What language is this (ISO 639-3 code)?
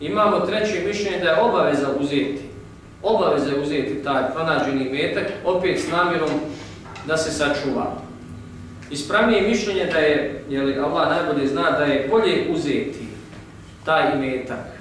bos